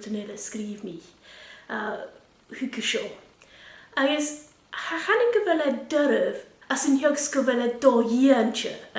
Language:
Scottish Gaelic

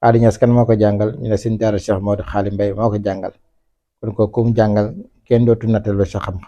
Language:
Wolof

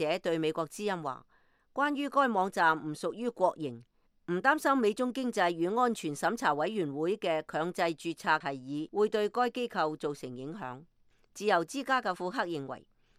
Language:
Cantonese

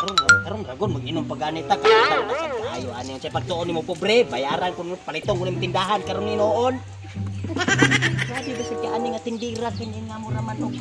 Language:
Cebuano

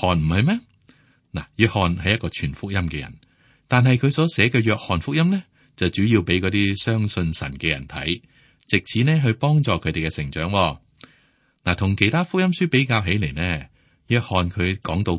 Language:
Cantonese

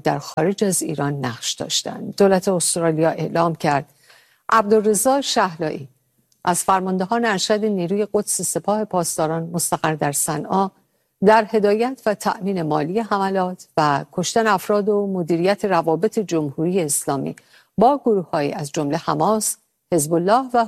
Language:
Persian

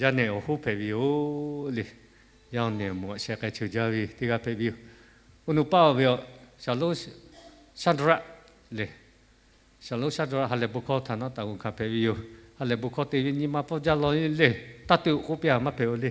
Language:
Lahu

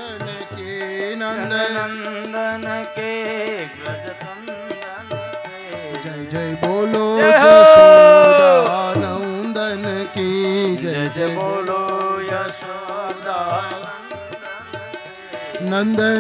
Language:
Gujarati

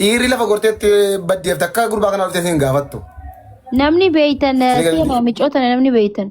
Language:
Oromo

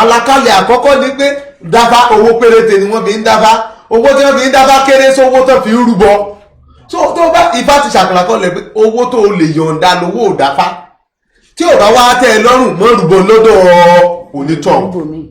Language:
Yoruba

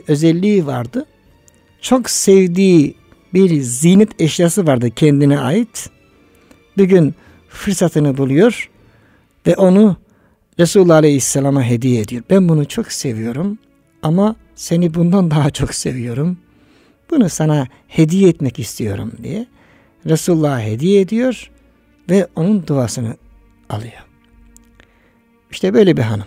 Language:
Turkish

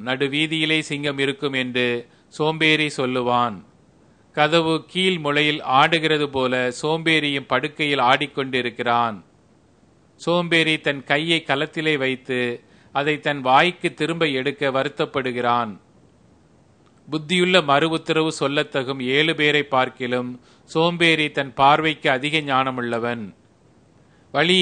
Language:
Tamil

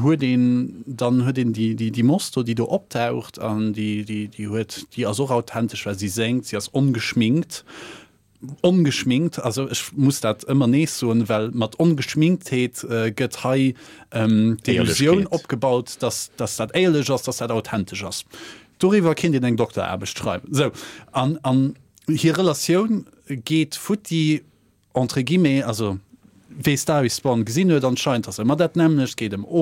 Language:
Luxembourgish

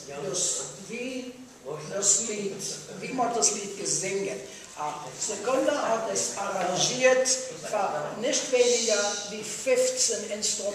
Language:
Yiddish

